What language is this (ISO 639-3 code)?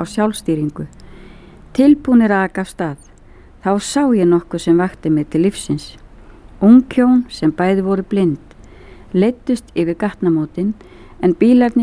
isl